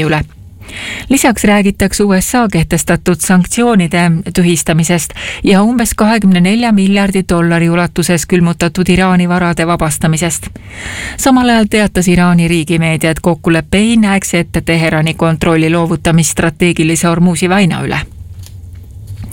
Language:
Estonian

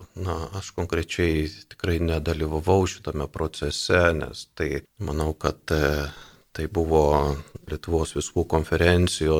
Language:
Lithuanian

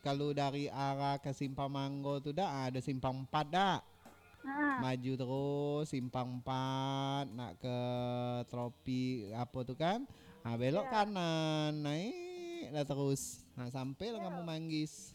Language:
Minangkabau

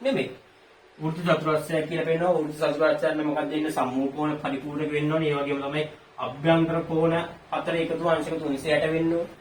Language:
Sinhala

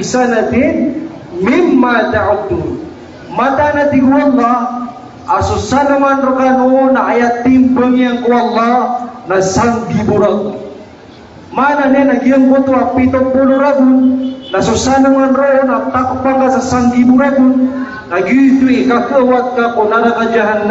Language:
Maranao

